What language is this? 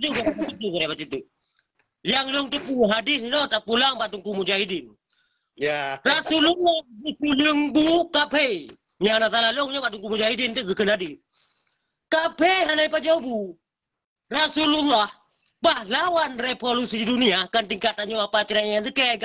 Achinese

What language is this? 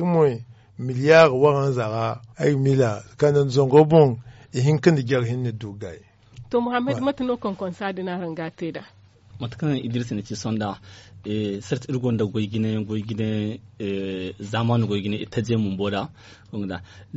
Zarma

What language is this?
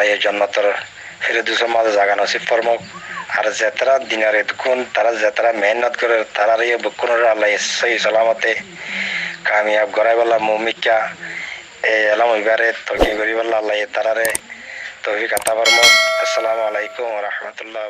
Rohingya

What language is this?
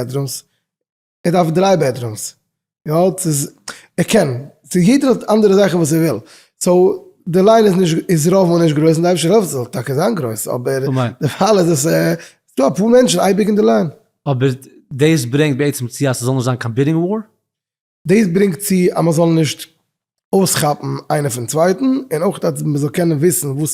Yiddish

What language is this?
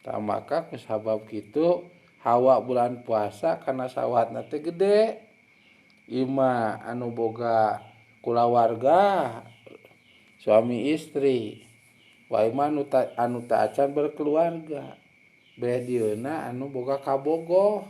Sundanese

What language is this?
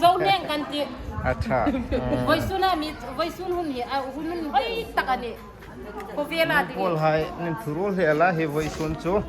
Hmar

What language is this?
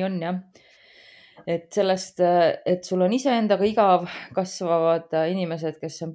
Estonian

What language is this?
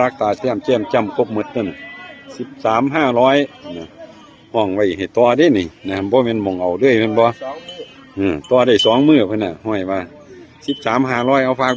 Northeastern Thai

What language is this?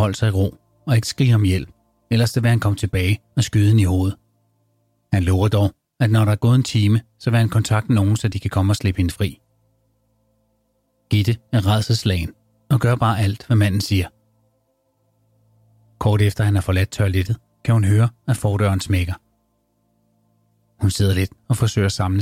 Danish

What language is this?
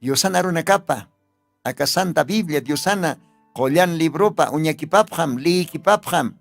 Aymara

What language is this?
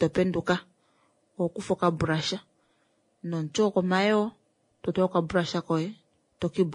Kuanyama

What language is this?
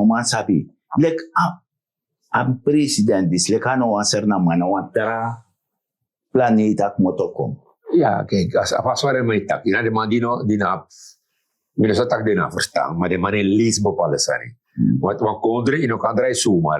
Sranan Tongo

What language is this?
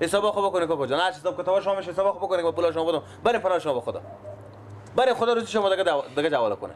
Persian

